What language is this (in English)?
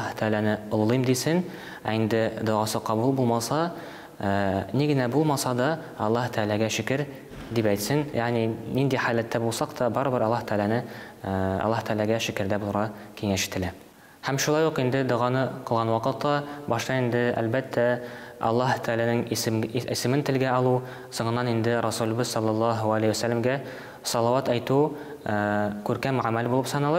Tatar